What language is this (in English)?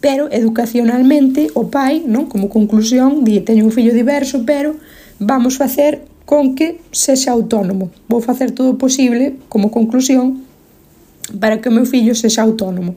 Galician